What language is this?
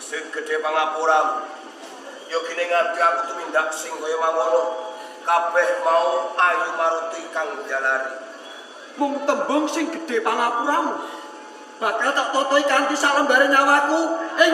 Javanese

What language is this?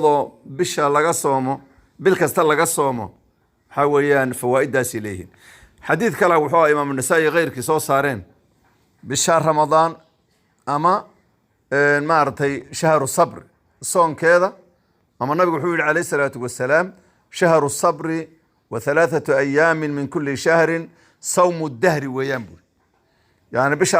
Somali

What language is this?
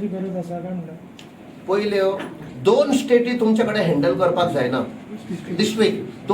Konkani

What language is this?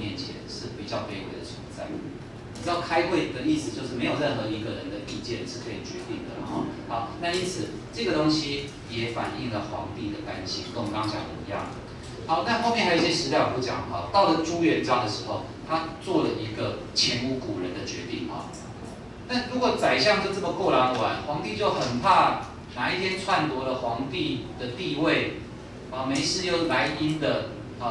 Chinese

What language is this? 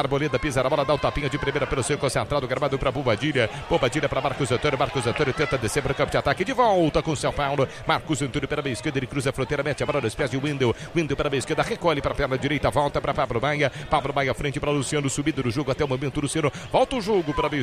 Portuguese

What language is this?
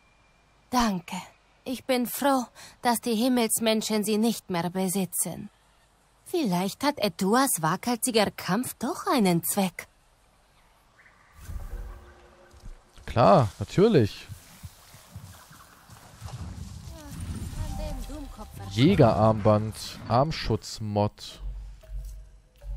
German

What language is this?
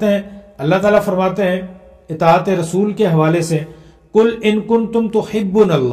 Urdu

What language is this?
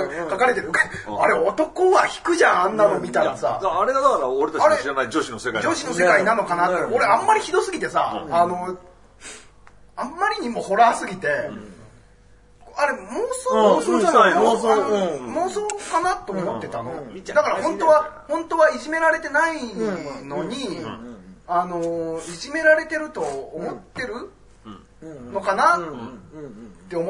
Japanese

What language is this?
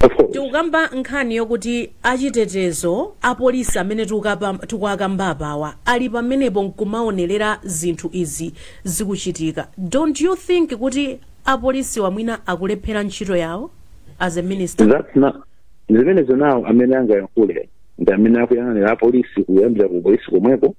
Nyanja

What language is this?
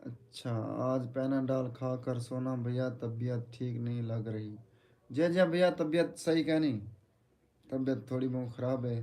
Saraiki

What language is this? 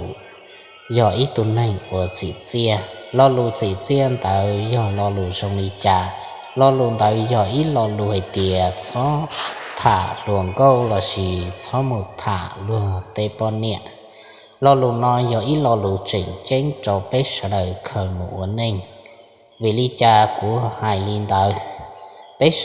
Hmong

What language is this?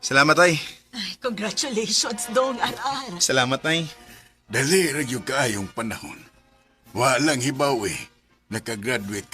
Cebuano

